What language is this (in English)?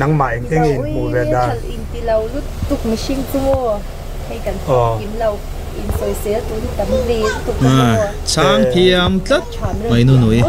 Mizo